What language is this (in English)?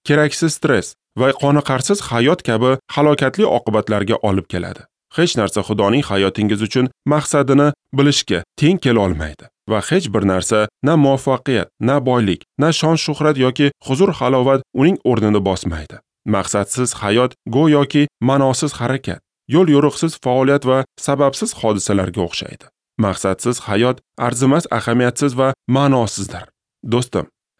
Uzbek